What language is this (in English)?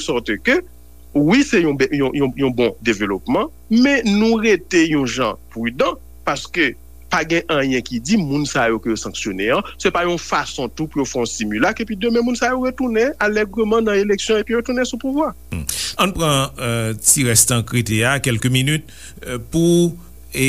Haitian Creole